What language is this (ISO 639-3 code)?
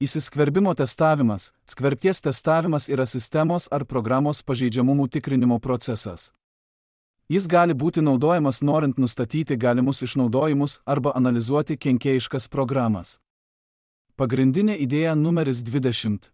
lit